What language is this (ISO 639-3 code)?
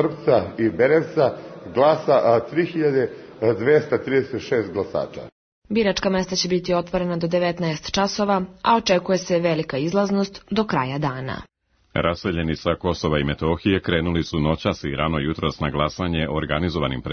srp